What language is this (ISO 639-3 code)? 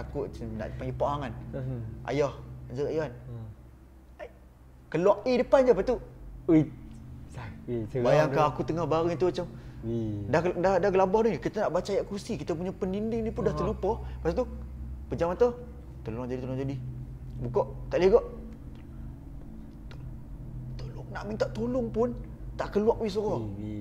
msa